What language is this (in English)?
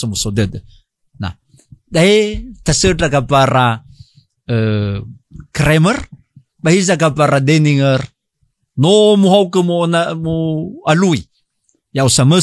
Nias